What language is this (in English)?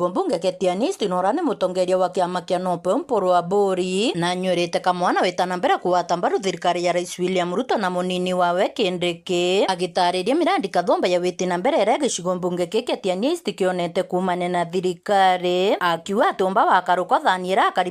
Meru